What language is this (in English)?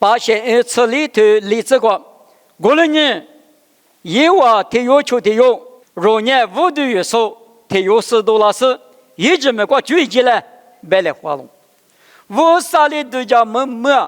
Lisu